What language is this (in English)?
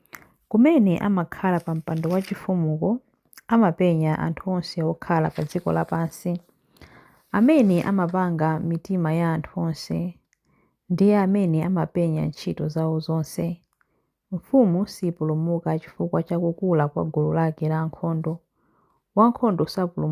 Nyanja